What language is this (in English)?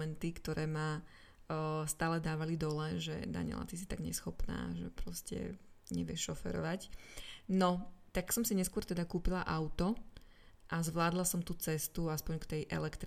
Slovak